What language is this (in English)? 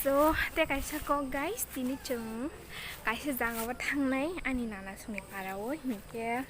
Kok Borok